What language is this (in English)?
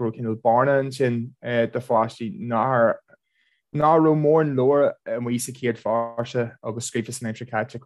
Irish